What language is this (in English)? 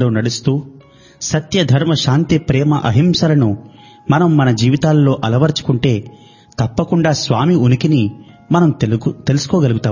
Telugu